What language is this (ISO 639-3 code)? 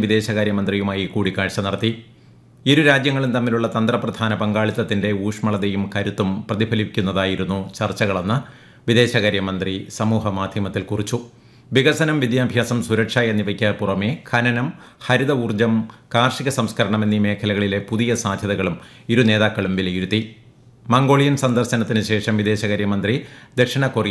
mal